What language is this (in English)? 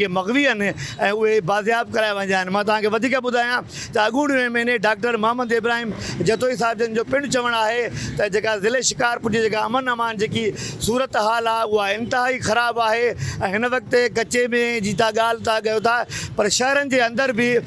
Sindhi